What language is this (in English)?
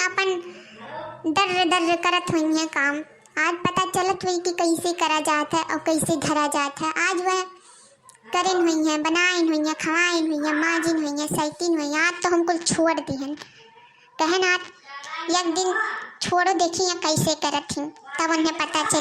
Awadhi